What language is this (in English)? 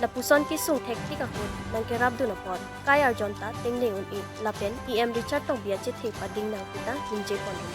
Karbi